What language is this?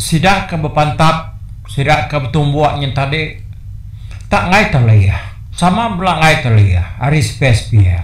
Iban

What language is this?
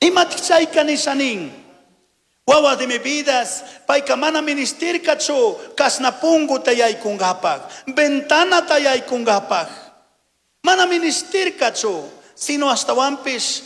Chimborazo Highland Quichua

